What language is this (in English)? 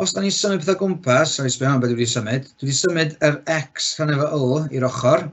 Welsh